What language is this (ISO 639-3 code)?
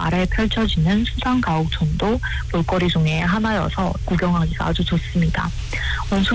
kor